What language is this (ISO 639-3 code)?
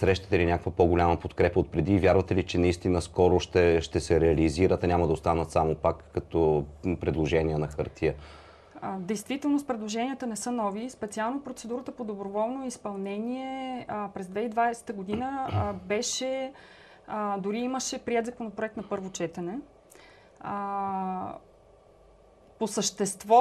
bul